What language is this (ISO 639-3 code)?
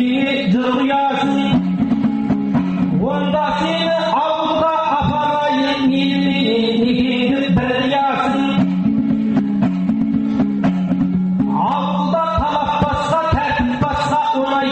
kaz